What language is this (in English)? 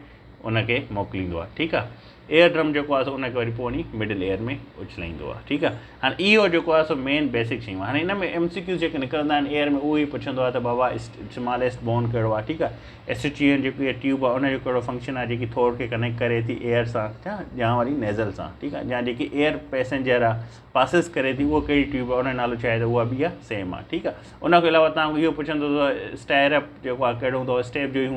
Sindhi